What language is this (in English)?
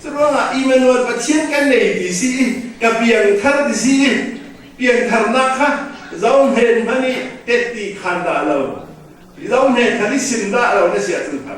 Falam Chin